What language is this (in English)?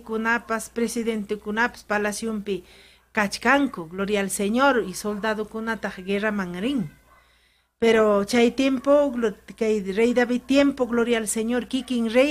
Ayacucho Quechua